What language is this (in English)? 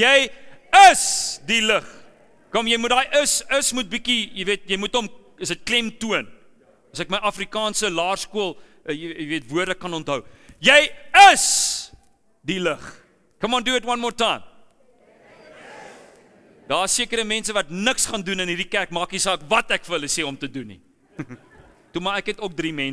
Afrikaans